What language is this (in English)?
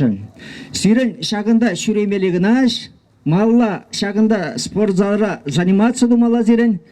Chuvash